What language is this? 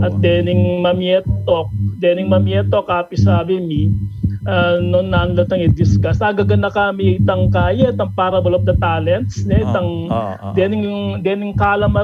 Pampanga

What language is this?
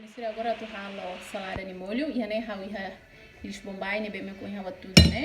Tetum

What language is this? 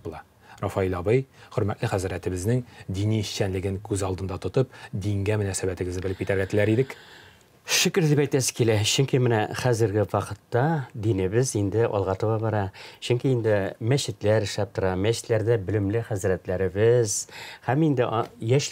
Tatar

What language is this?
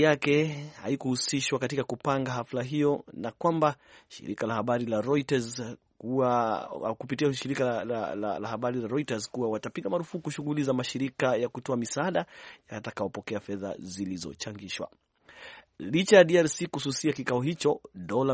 Swahili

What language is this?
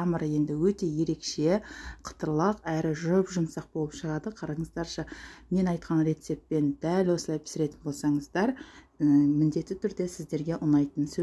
Kazakh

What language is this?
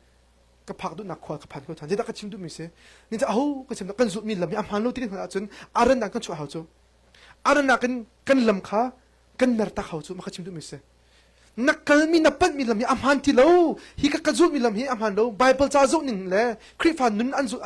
Hakha Chin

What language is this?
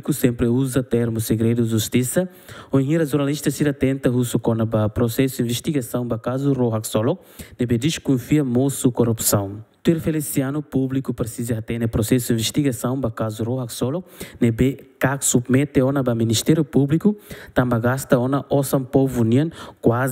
Tetum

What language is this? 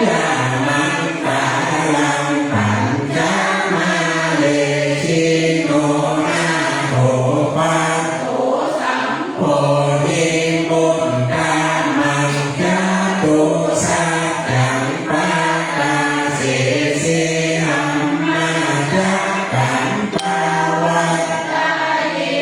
Pali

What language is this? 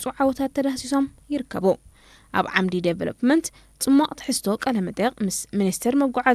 Tigrinya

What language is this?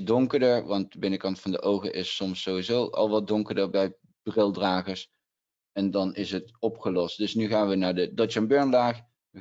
Dutch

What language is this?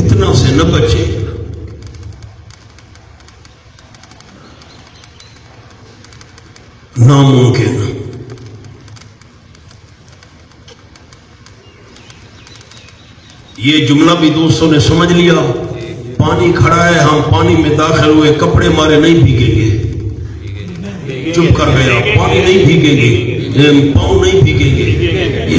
Urdu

